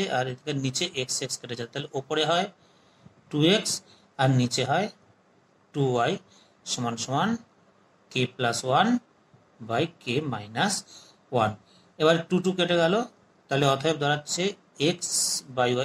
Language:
Bangla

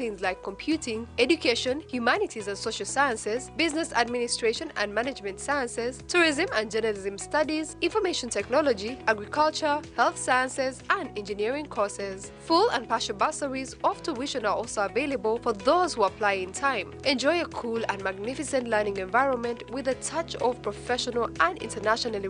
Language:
Nyankole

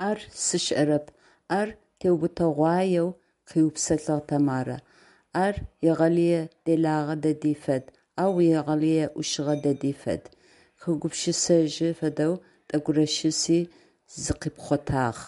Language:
Adyghe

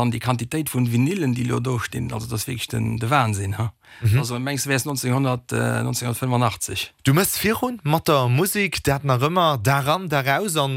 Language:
Luxembourgish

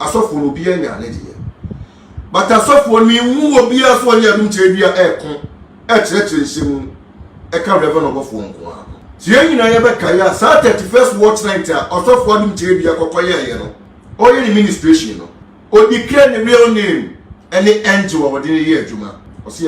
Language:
Akan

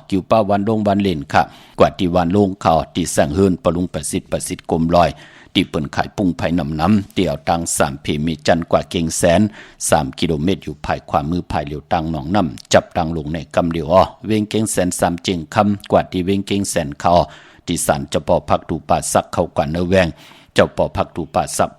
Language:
Shan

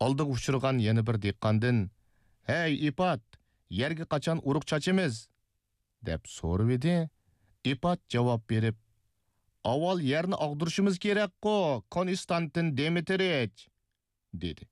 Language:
Uyghur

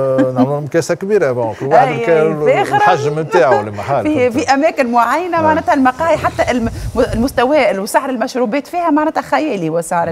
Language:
Tunisian Arabic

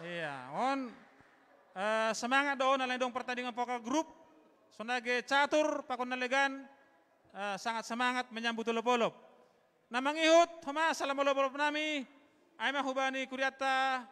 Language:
Batak Simalungun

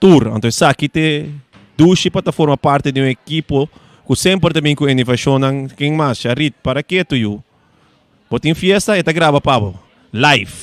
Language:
Papiamento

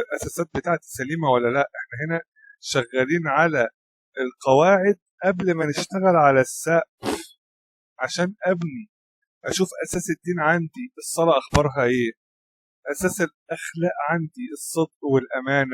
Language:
Egyptian Arabic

